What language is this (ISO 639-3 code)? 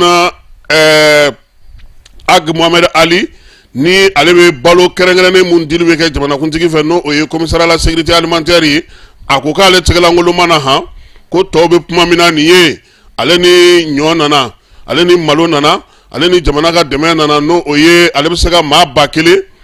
bam